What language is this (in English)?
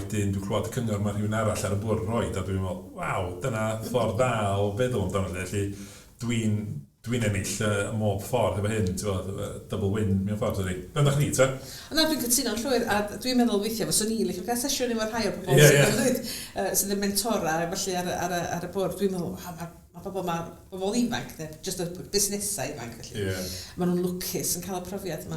Welsh